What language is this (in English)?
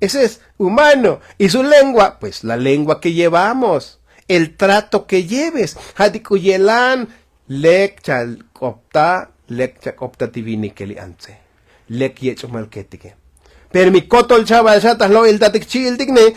Tzotzil